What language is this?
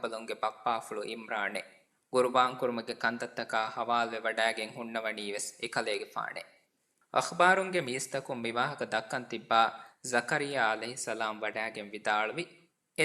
Divehi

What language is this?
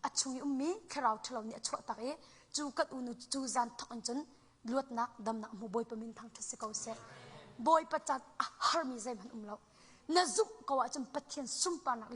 Hakha Chin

